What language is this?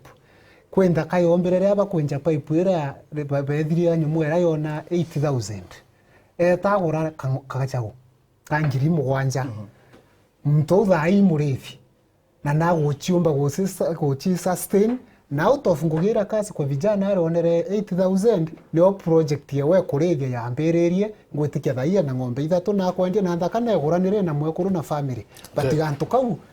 Meru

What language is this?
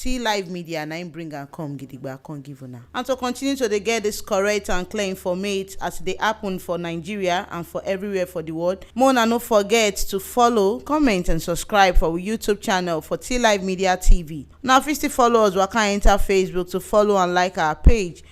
Nigerian Pidgin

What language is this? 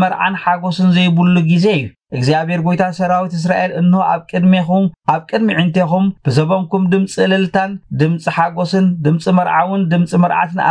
Tigrinya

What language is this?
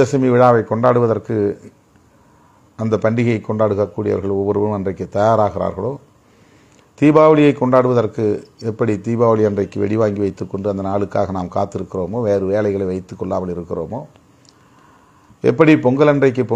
Tamil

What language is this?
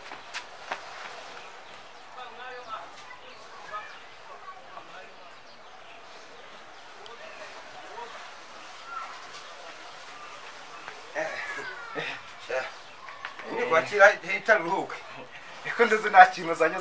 Kinyarwanda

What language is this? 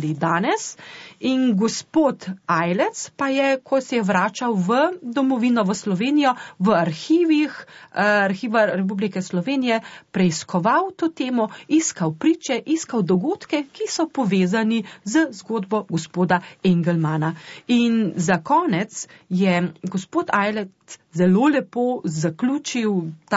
Slovenian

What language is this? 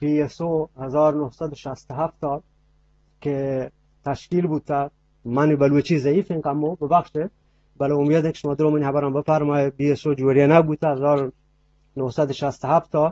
Eastern Balochi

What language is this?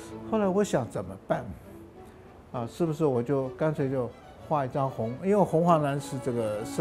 Chinese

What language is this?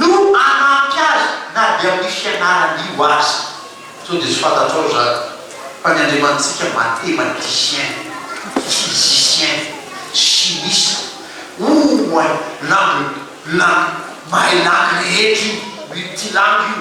Malagasy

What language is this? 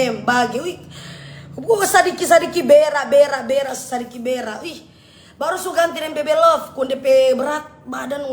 Manado Malay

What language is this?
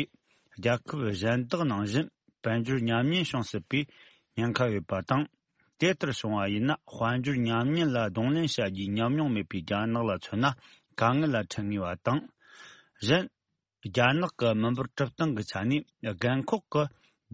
Tibetan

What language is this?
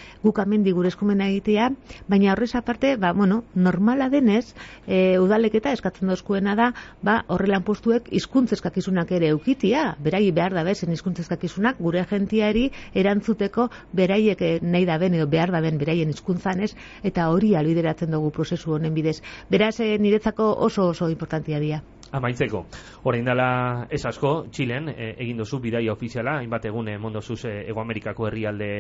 Basque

